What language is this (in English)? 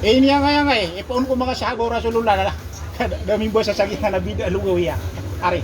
Maranao